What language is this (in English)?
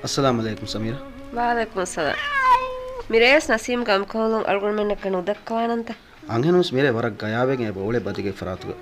Divehi